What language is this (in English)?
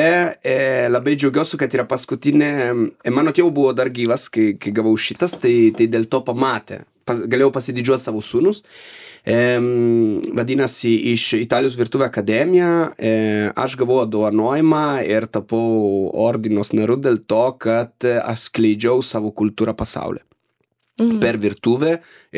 Lithuanian